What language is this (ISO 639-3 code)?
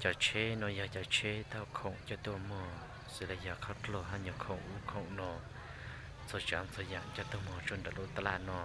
hmn